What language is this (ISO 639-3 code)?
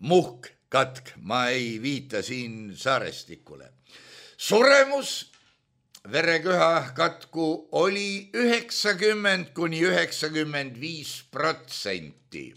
est